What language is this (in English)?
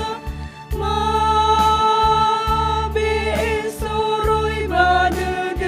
Nias